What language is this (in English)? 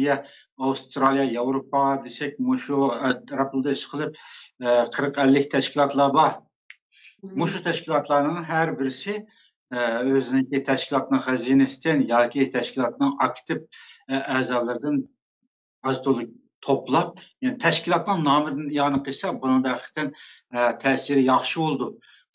Uyghur